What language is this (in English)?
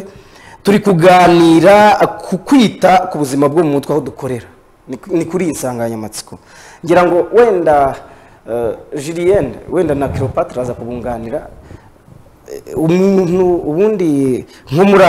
Kinyarwanda